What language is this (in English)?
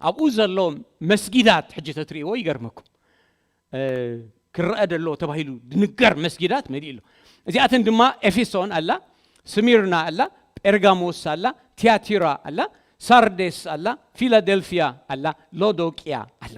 Tigrinya